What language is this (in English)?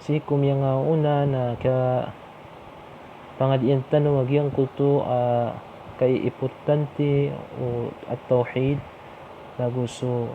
Maranao